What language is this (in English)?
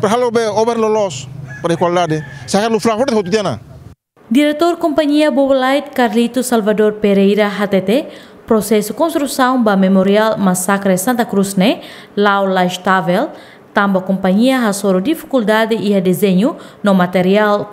Tetum